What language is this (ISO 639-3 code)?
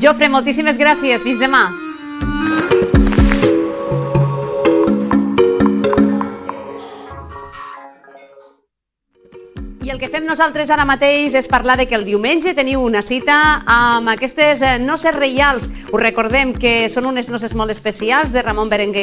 cat